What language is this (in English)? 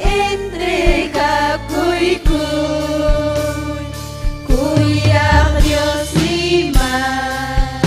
Ayacucho Quechua